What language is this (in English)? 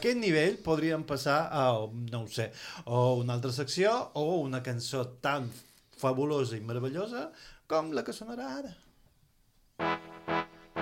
Catalan